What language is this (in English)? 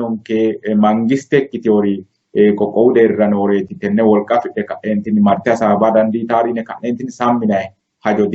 Sidamo